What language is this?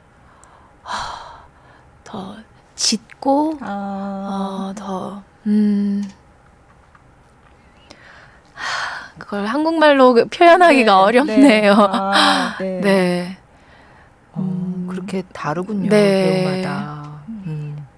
Korean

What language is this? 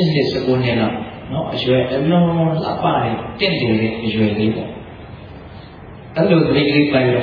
Burmese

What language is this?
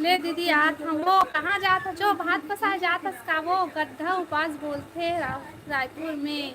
Chhattisgarhi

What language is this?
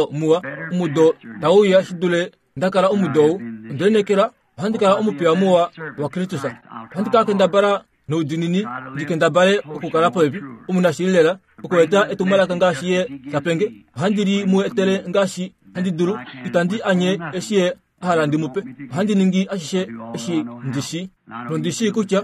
Kuanyama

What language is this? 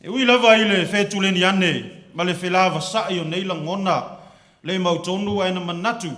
Samoan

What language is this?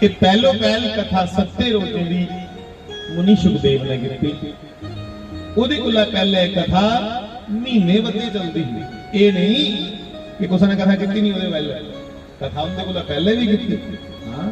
Dogri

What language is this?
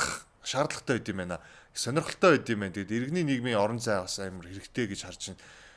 Mongolian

